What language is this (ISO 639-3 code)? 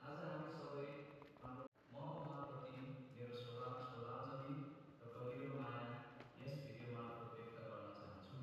nep